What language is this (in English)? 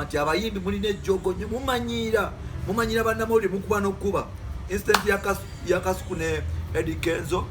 Ganda